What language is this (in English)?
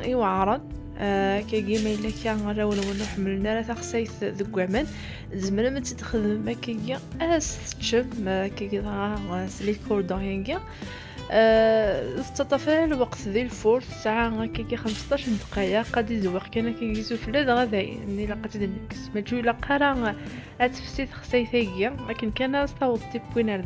Kabyle